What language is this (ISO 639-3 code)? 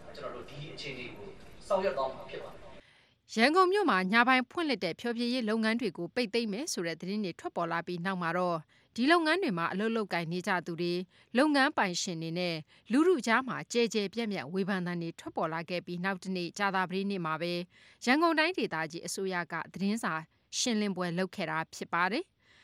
mya